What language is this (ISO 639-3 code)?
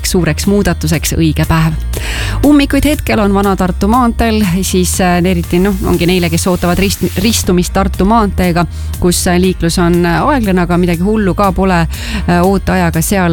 est